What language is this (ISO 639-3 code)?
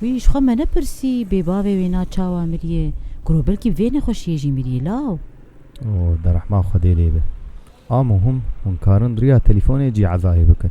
kur